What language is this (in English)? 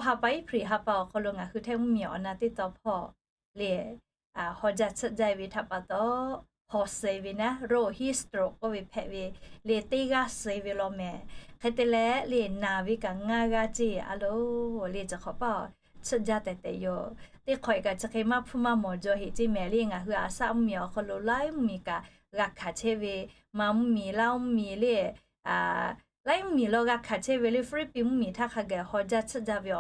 Lahu